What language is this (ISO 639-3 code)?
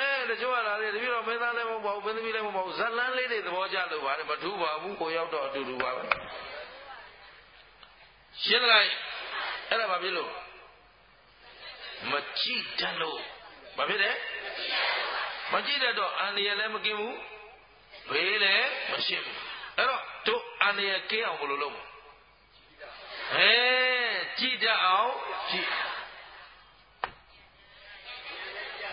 mya